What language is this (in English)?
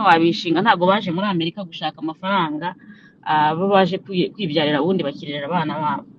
Kinyarwanda